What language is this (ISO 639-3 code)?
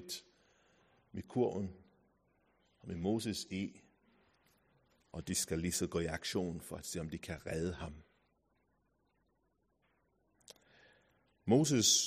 dan